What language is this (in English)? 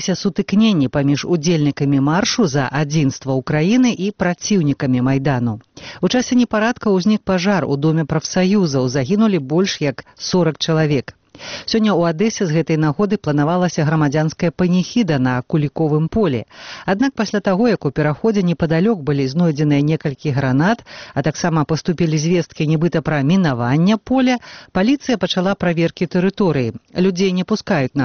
Belarusian